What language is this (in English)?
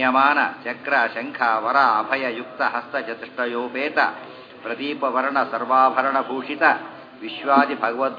Kannada